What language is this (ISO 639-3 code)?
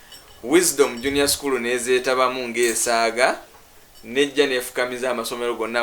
lug